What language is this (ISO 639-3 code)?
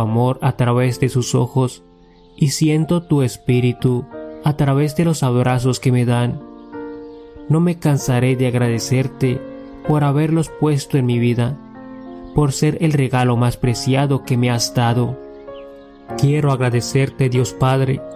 spa